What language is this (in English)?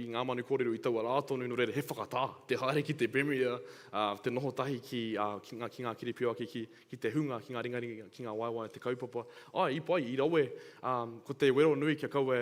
Māori